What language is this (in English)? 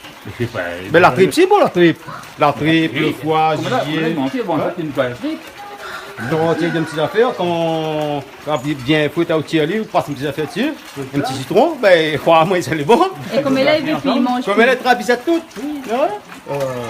Réunion Creole French